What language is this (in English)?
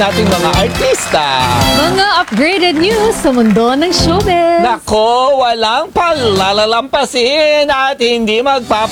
Filipino